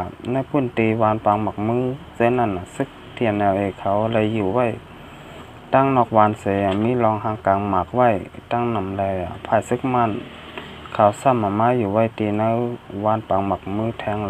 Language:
Shan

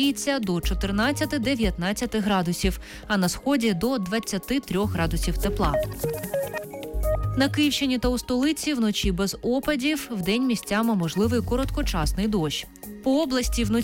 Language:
Ukrainian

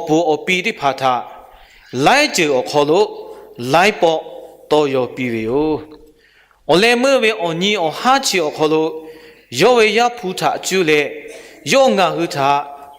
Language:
Lahu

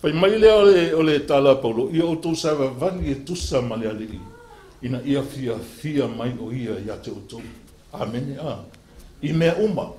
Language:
Samoan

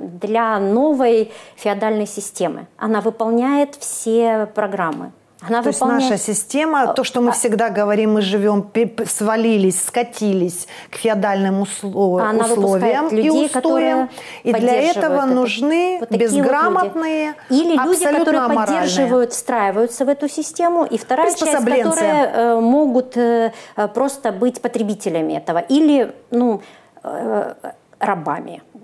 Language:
Russian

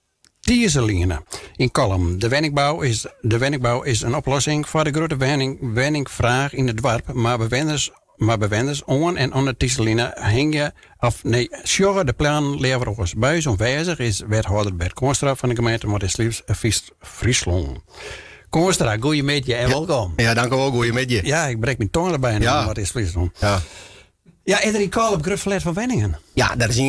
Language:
Western Frisian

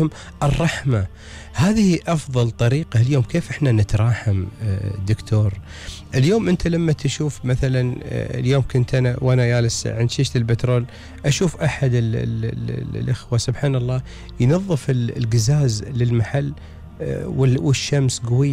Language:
Gulf Arabic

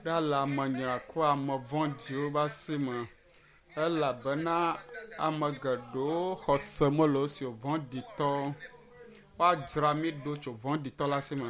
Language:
Ewe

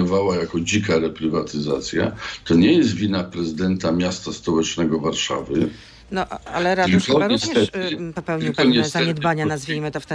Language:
Polish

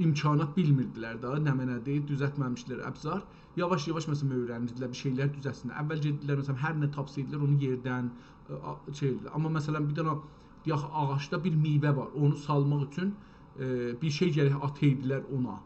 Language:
South Azerbaijani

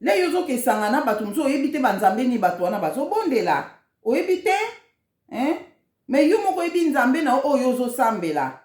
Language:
Lingala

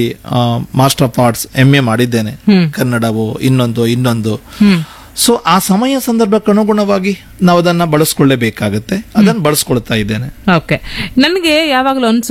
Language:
Kannada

